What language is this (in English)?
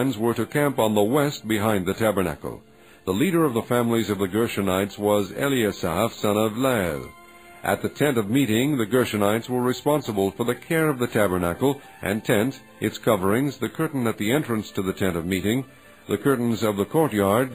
English